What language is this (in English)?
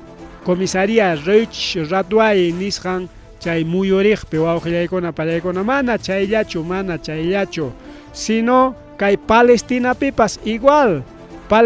Ayacucho Quechua